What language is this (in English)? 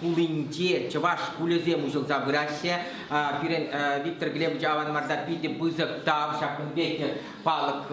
Chuvash